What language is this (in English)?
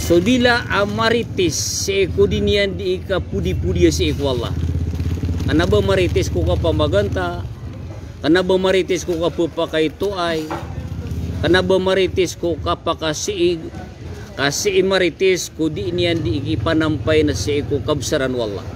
Maranao